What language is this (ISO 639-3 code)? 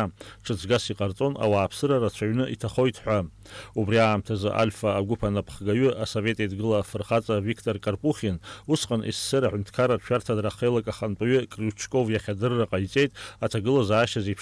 abk